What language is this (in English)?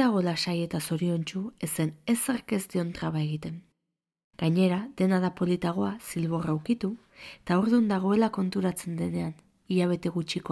Basque